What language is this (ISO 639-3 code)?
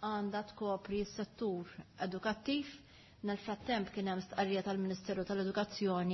mlt